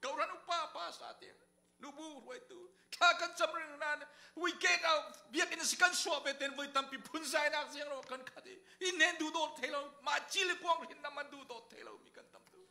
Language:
Falam Chin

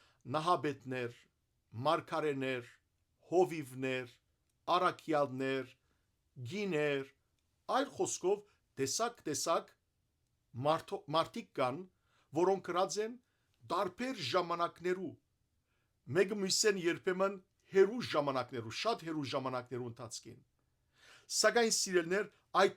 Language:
Western Armenian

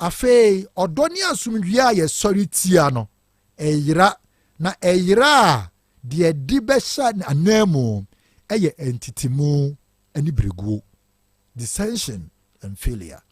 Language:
Akan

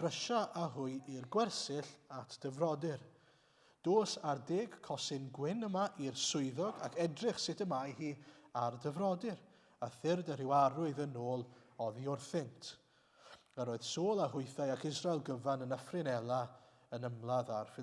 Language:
Welsh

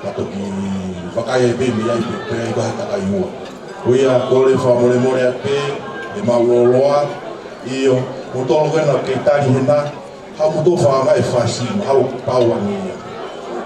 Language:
Tongan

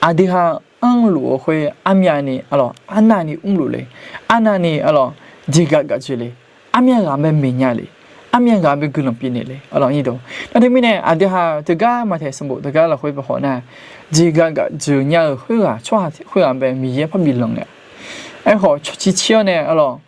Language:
Akha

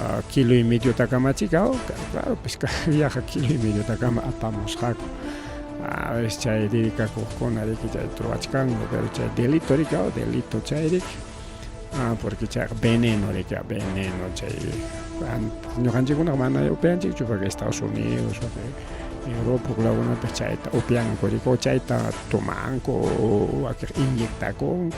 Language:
Ayacucho Quechua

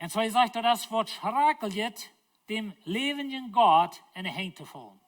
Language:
Plautdietsch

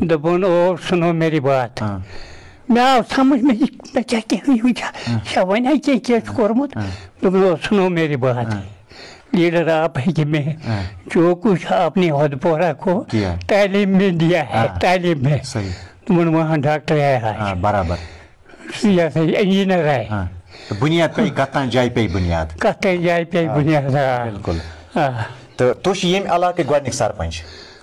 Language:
Kashmiri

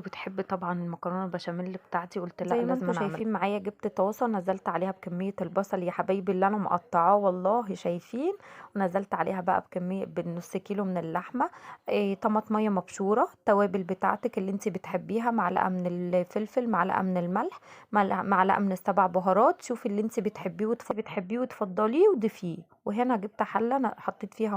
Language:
Egyptian Arabic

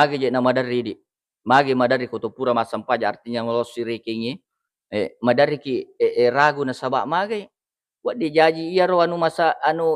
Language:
Buginese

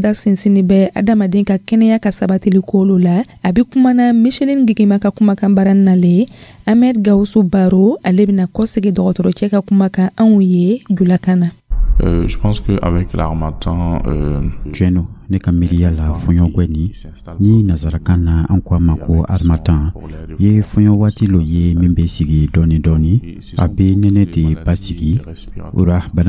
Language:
Dyula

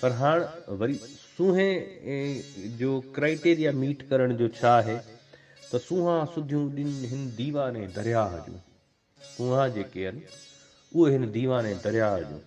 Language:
Sindhi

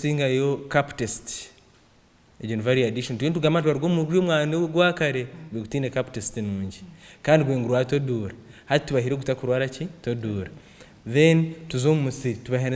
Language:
Nyankole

